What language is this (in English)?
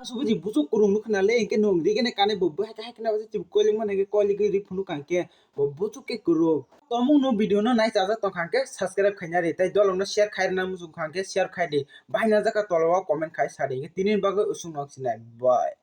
Kok Borok